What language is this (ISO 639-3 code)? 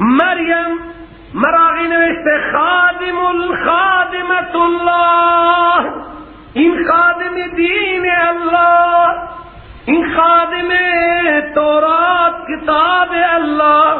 fas